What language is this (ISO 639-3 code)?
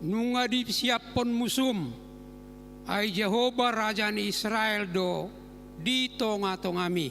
bbc